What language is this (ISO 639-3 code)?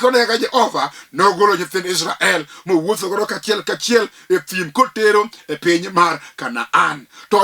luo